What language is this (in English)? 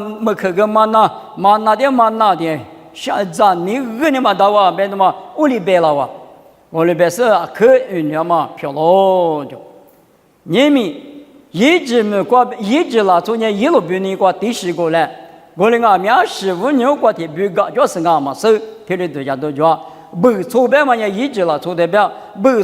Lisu